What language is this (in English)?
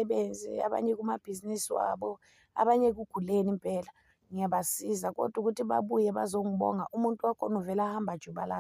Zulu